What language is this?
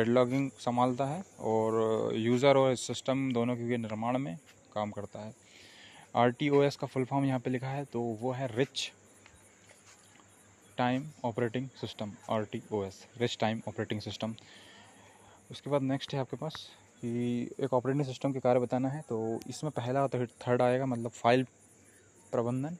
Hindi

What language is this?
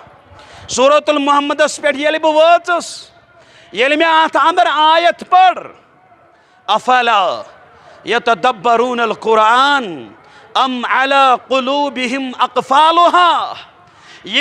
Kashmiri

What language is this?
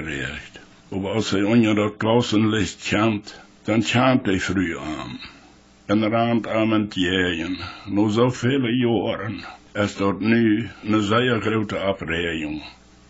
Plautdietsch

